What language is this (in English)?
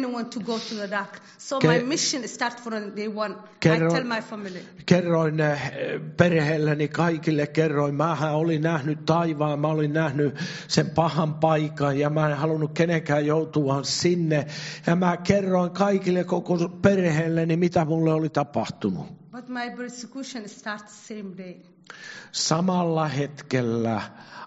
Finnish